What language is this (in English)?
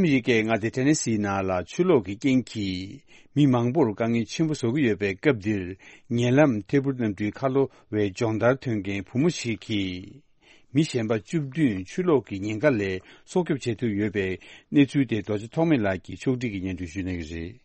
Tibetan